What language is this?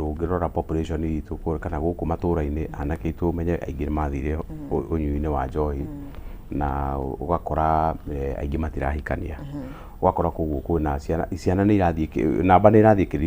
Kikuyu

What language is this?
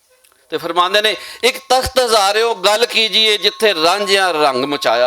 Western Panjabi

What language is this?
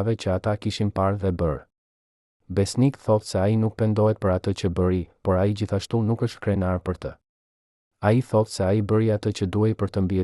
Albanian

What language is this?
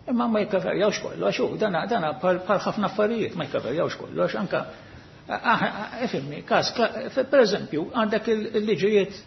Maltese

